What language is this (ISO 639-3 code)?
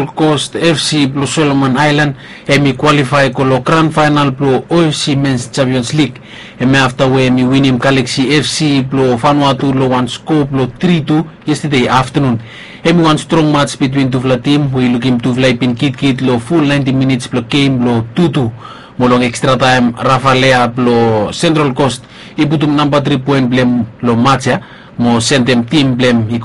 bis